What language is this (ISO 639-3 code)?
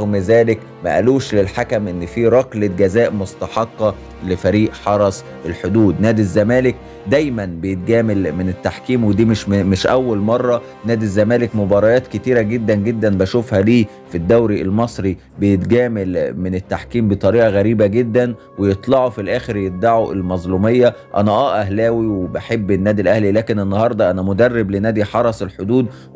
arz